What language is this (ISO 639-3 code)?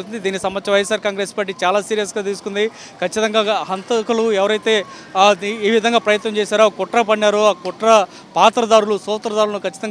tel